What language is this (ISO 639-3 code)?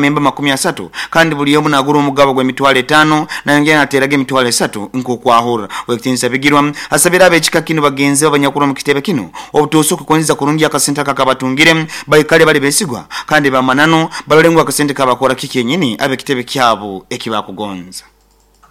nyo